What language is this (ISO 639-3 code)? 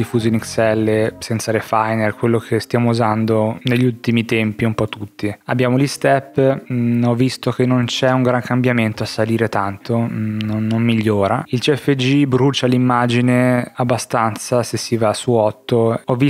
ita